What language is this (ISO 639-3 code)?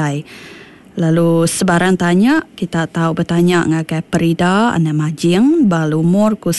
iba